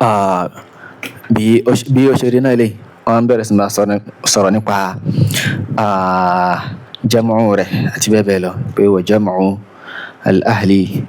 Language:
Yoruba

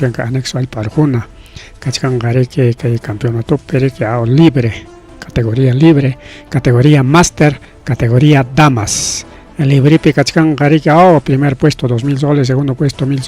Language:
Ayacucho Quechua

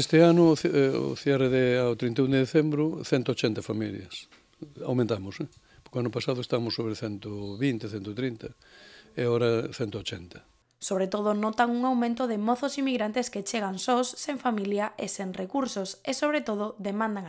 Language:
Galician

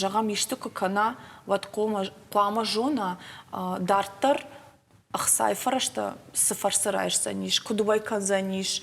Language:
Ossetic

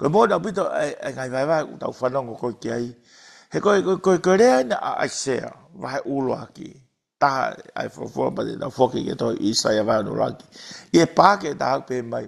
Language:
Tongan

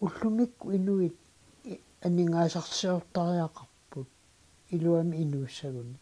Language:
Kalaallisut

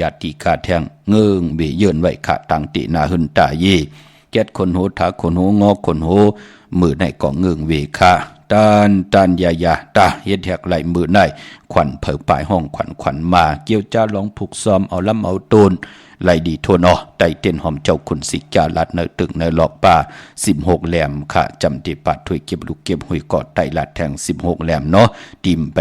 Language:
Shan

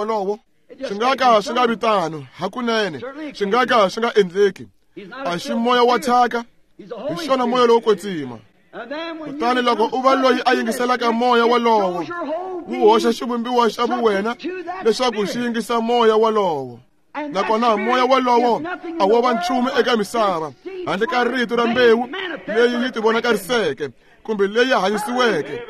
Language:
Tsonga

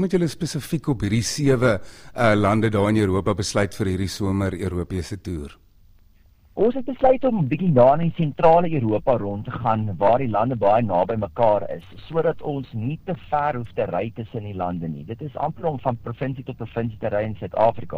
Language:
Afrikaans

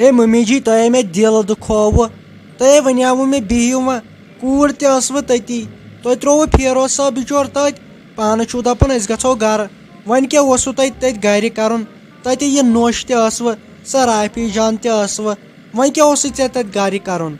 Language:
Kashmiri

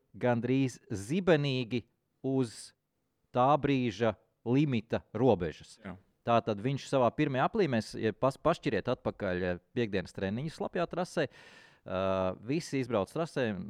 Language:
Latvian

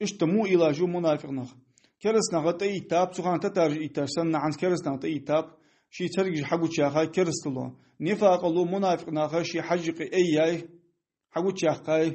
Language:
Ingush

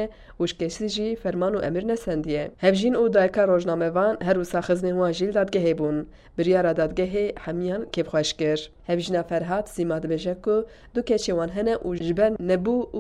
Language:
Kurdish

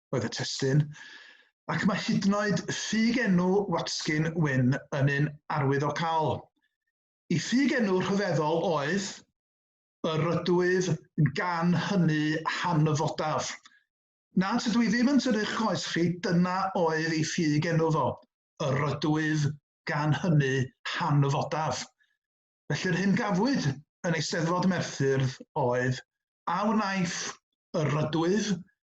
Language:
Welsh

